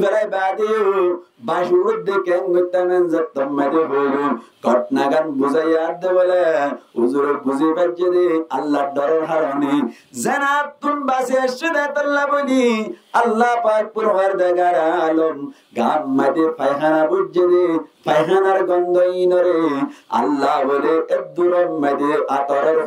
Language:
Rohingya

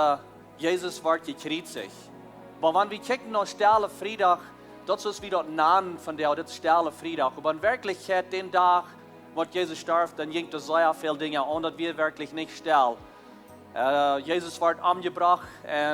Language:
Plautdietsch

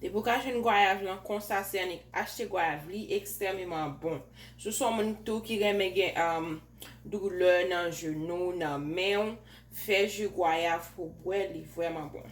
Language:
Haitian Creole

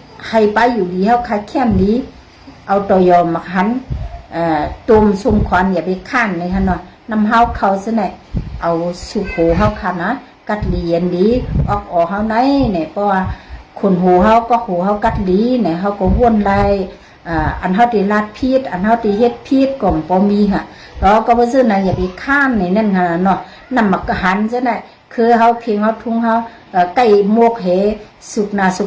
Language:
Shan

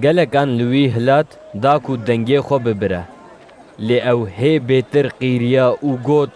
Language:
Kurdish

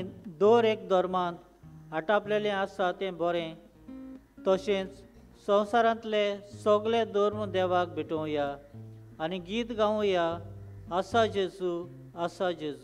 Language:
Konkani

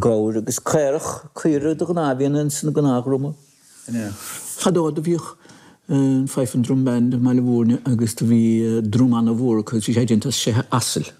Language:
Irish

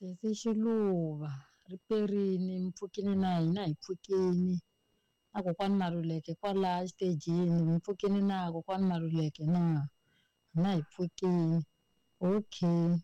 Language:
Tsonga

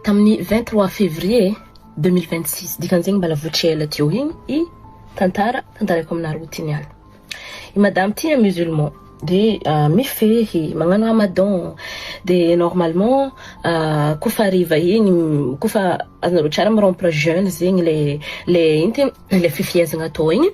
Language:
Malagasy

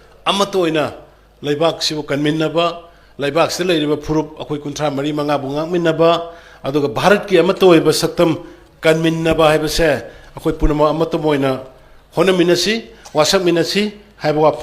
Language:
Manipuri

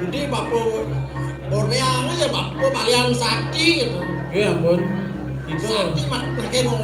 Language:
Balinese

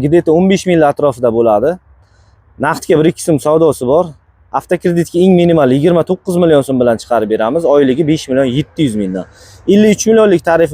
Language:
Uzbek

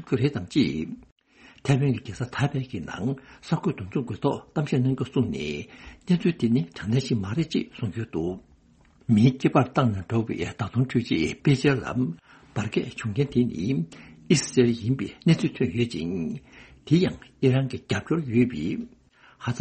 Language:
Tibetan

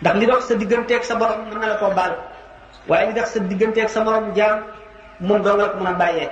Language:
Wolof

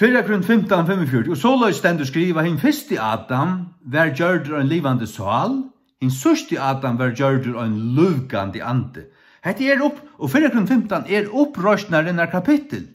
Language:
Faroese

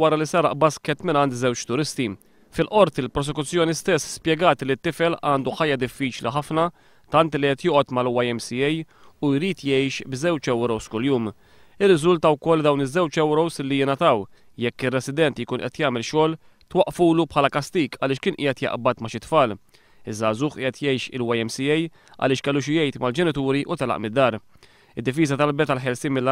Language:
Maltese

